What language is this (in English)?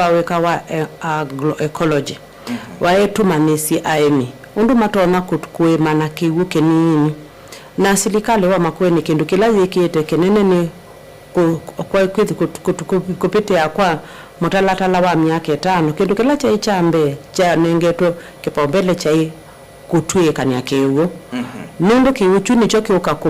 Kamba